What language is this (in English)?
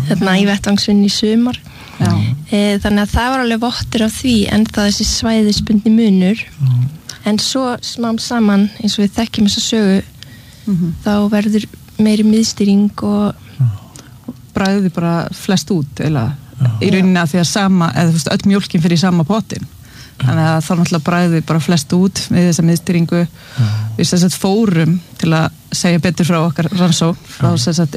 Icelandic